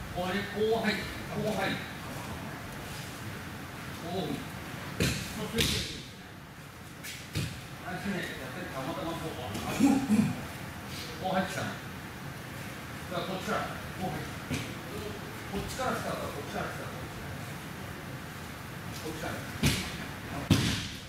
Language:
Japanese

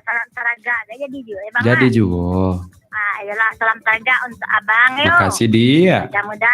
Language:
Minangkabau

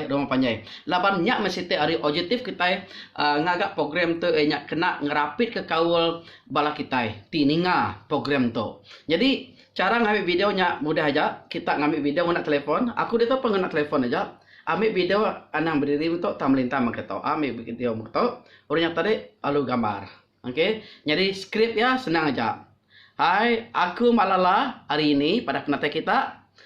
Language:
Iban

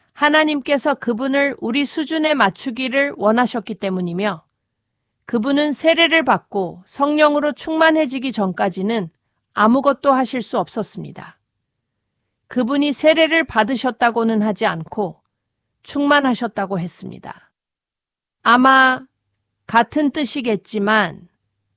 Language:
Korean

